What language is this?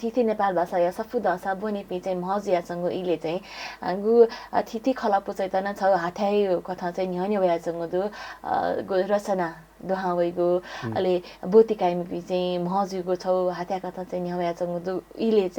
Newari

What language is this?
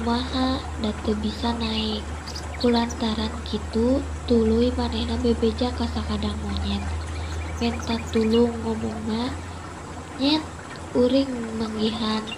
Sundanese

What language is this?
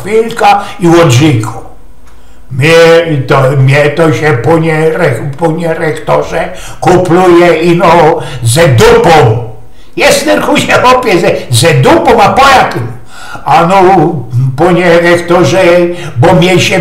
Silesian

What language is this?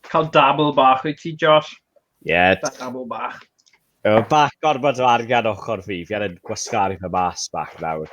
Welsh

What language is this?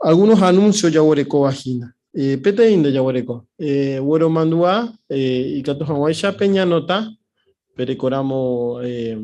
Guarani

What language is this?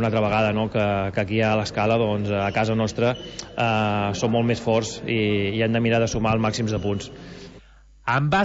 Catalan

